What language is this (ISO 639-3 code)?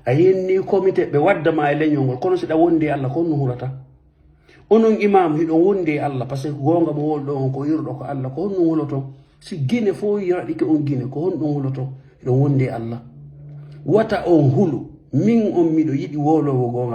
ful